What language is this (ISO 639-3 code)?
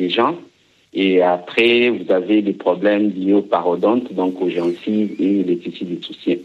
fra